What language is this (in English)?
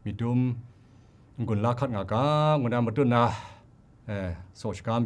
Kachin